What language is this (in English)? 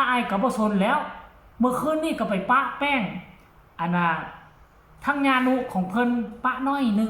Northeastern Thai